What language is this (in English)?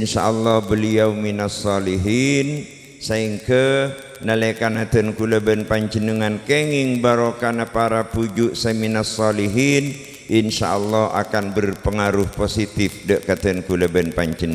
Madurese